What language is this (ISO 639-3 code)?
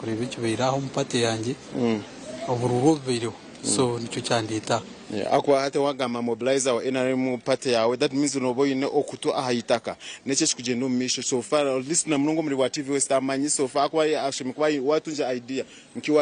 nyn